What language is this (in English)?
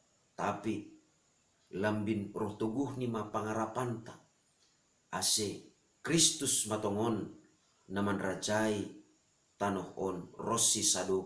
Batak Simalungun